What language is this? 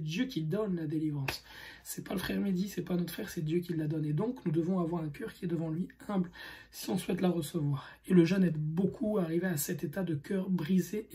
French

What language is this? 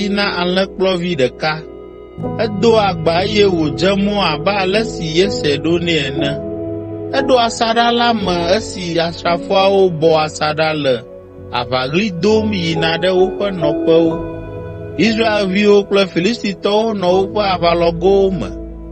Ewe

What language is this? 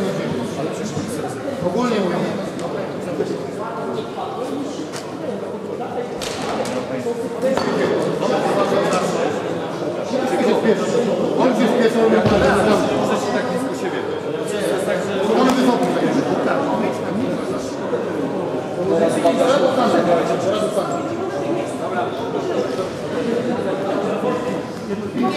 Polish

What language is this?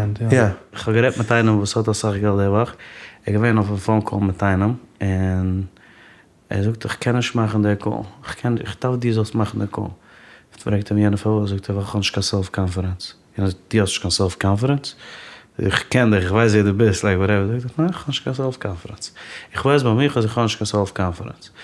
Yiddish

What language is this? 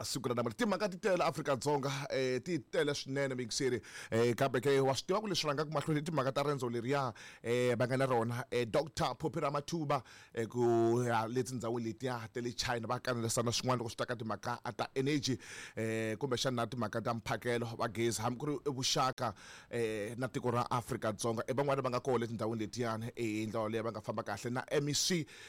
Tsonga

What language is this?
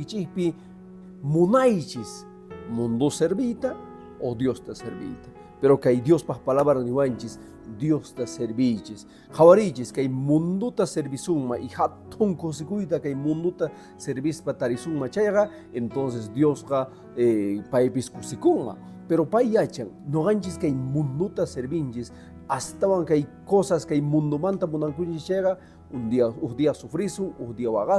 Quechua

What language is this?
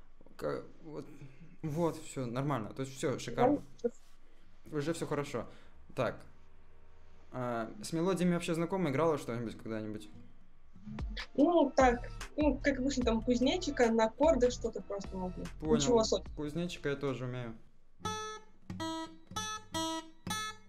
Russian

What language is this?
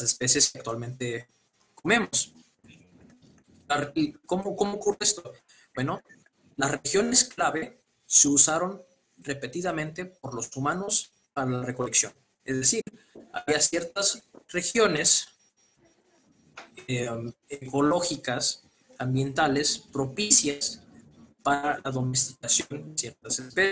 Spanish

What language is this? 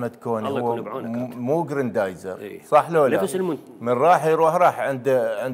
Mesopotamian Arabic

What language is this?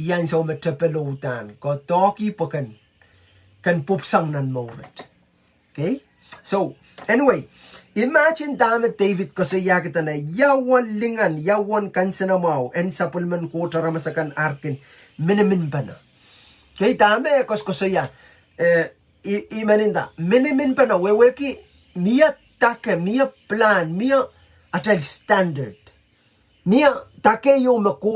Pohnpeian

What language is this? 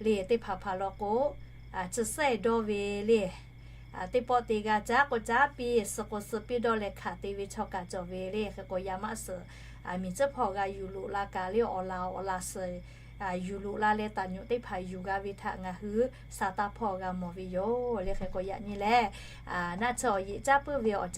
Lahu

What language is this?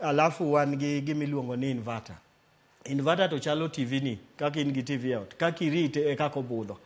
Luo (Kenya and Tanzania)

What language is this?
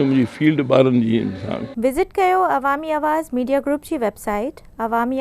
Sindhi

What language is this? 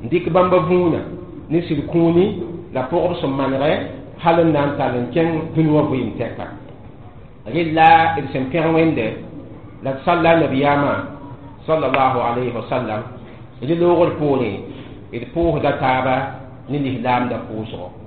Mossi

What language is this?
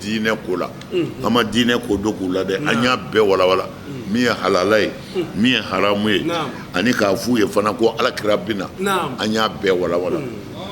Bambara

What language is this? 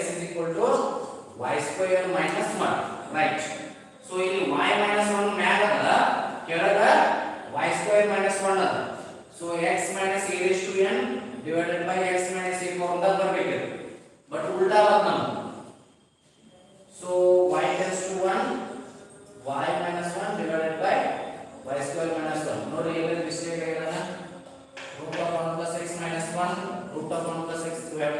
Kannada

